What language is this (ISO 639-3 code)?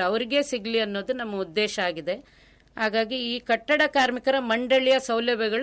kan